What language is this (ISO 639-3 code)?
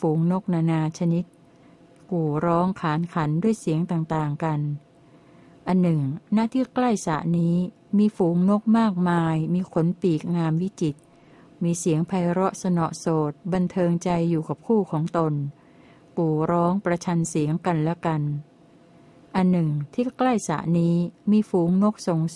tha